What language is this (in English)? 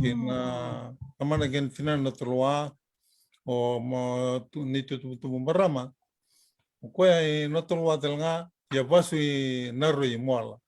Fijian